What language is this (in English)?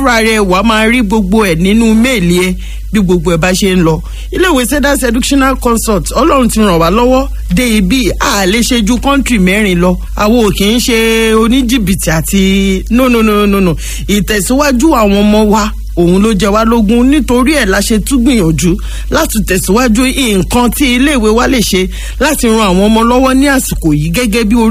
Yoruba